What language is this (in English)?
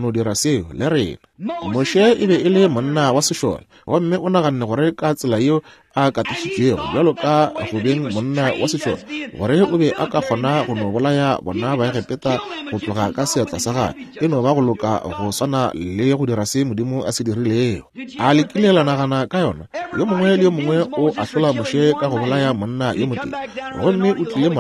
Northern Sotho